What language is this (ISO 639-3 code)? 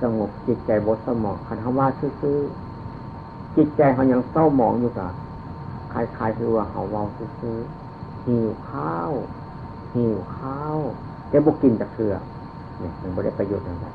tts